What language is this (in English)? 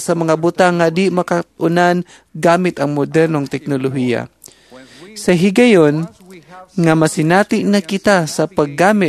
Cebuano